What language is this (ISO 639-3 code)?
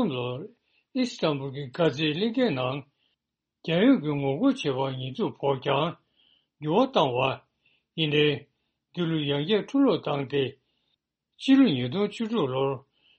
bod